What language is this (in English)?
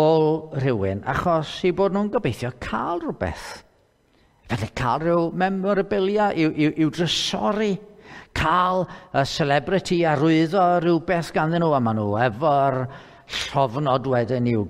Welsh